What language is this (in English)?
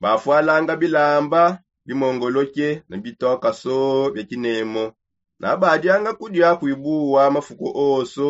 Songe